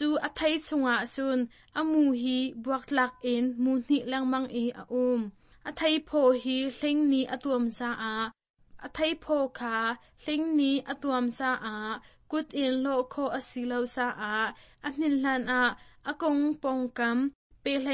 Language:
Hakha Chin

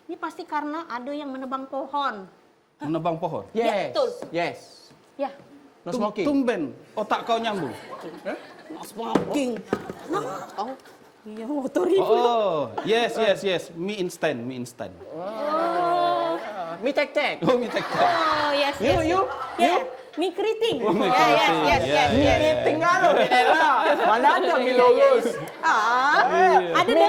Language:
Musi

